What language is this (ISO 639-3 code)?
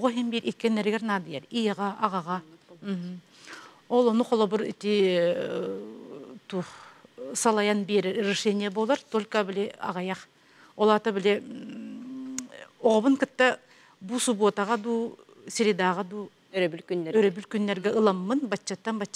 sah